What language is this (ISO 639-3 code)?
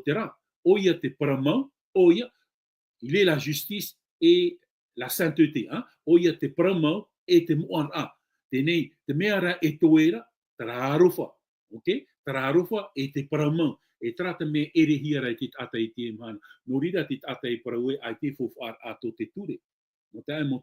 tah